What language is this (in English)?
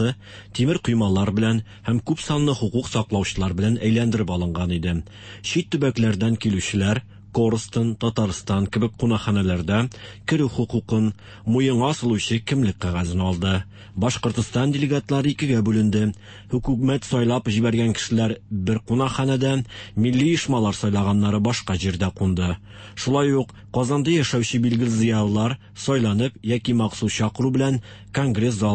Tatar